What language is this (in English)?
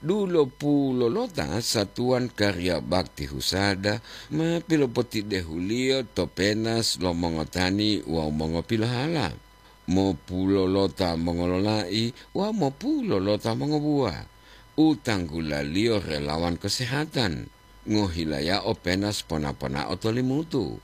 Gorontalo